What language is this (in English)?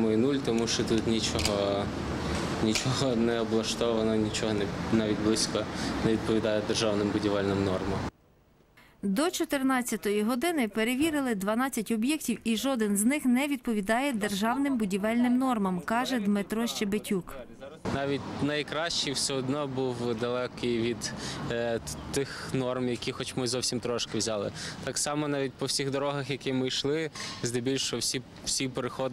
Ukrainian